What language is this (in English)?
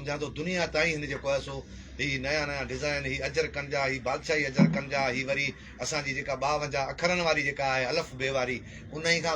Sindhi